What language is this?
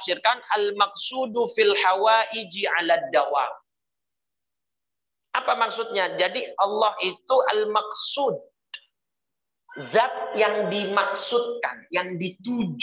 Indonesian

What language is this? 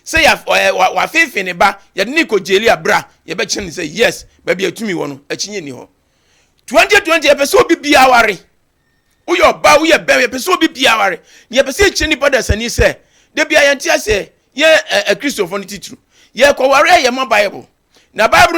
Akan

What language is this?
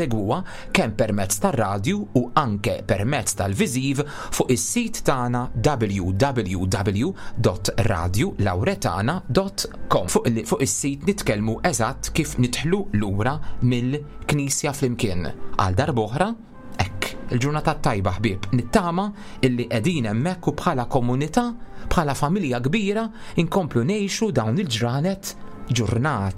Maltese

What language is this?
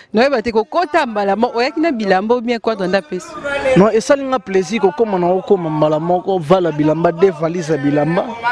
Lingala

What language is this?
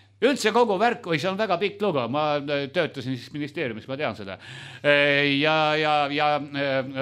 Estonian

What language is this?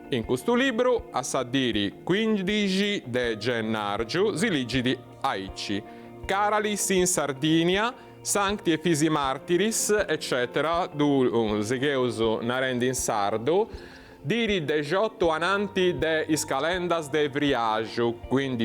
Sardinian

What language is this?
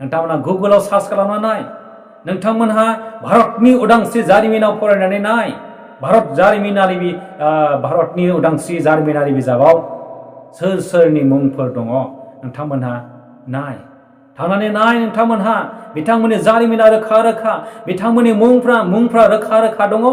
Bodo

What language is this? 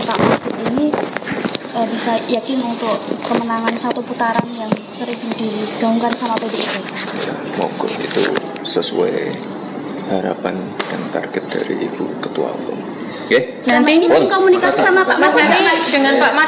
Indonesian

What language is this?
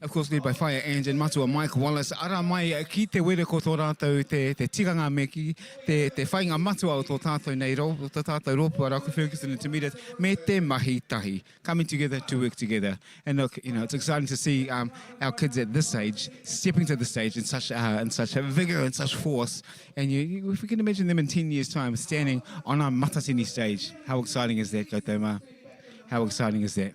Māori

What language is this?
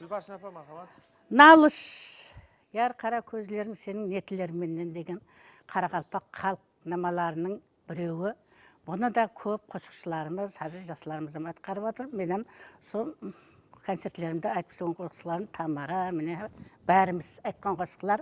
Kara-Kalpak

